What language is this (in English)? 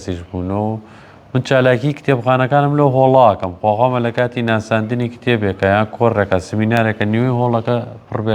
Central Kurdish